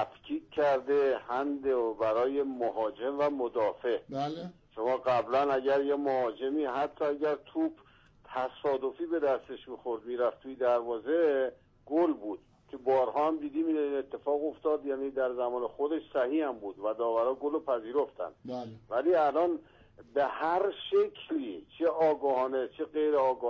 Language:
Persian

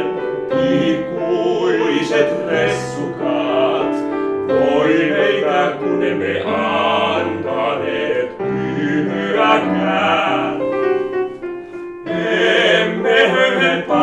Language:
Finnish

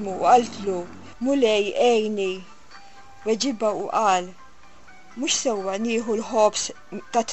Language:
Maltese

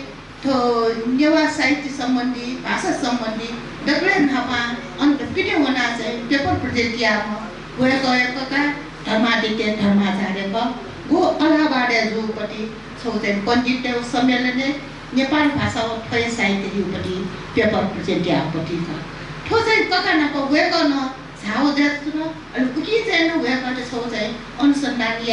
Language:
Newari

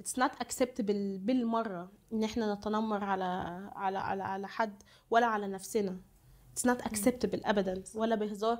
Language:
Egyptian Arabic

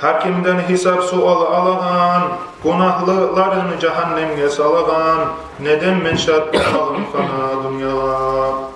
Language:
Kumyk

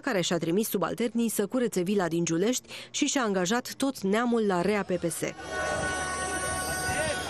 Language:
Romanian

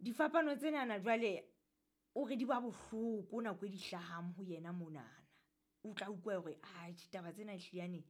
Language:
Southern Sotho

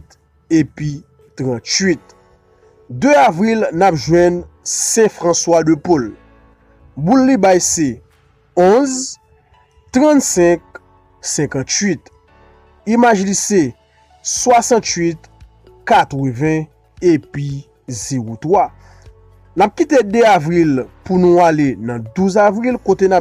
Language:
Haitian Creole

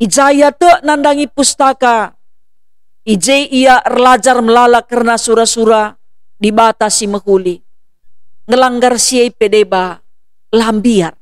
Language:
Batak Karo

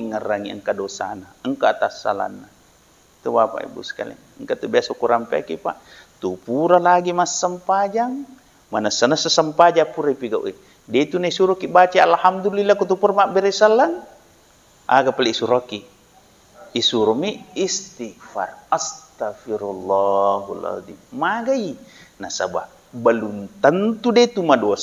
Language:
Buginese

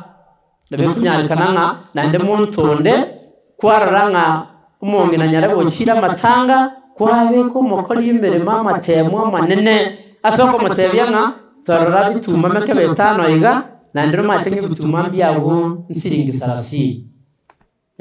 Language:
Gusii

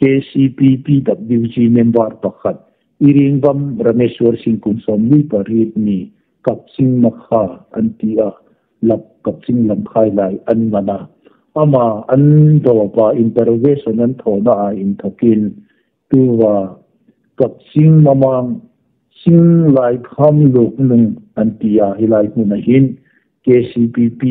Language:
Hmar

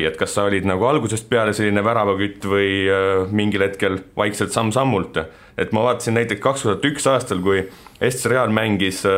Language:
Estonian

